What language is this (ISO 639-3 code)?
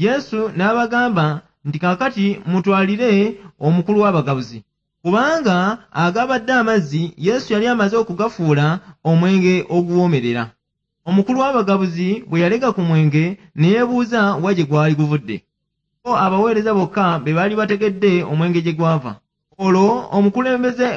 lug